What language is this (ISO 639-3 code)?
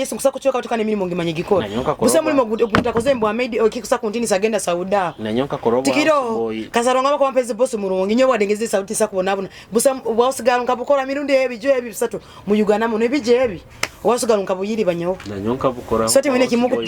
nyo